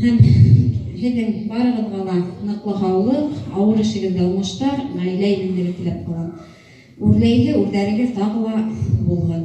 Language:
Bashkir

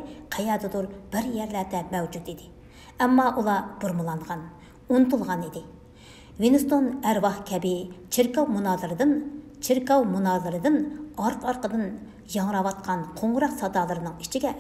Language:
Uyghur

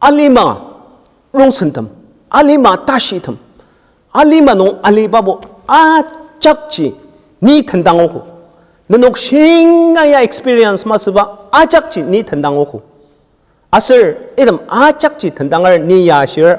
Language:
Ao Naga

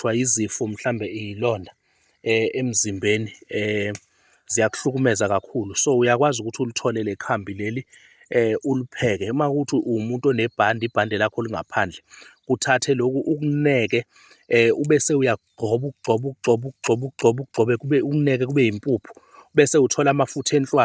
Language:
Zulu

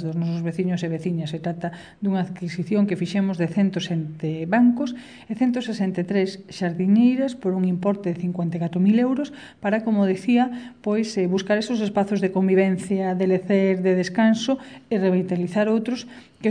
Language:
Galician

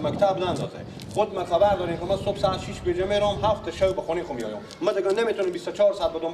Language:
Persian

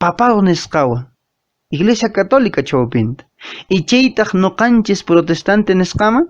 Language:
Quechua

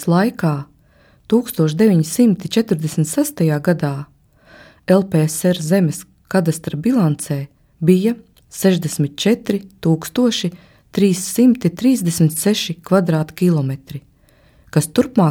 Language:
Latvian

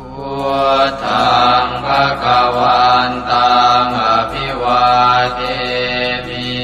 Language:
Pali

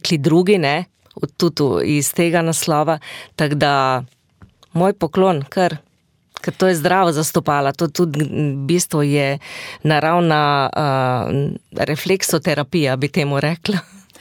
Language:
Slovenian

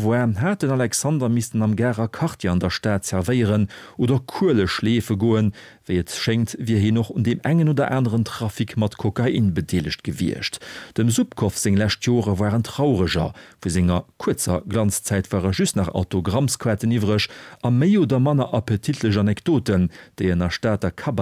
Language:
Luxembourgish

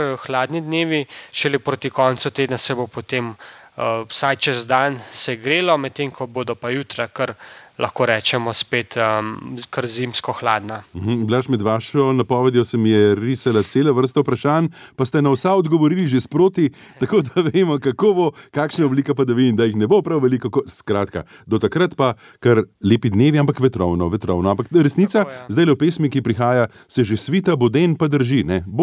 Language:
Slovenian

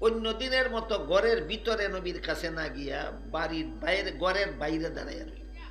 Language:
Sylheti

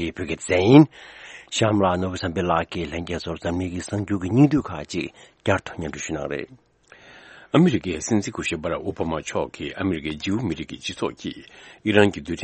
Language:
Tibetan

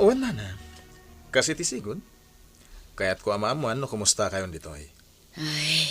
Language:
Iloko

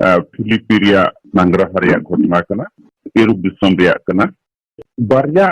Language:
Santali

